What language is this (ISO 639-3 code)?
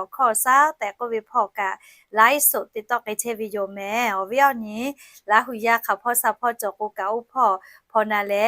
lhu